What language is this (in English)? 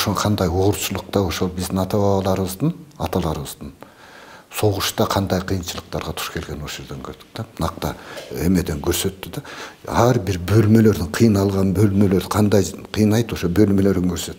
Kyrgyz